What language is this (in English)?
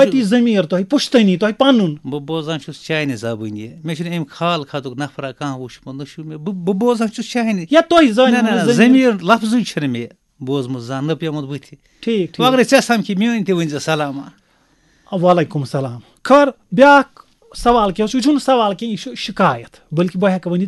Kashmiri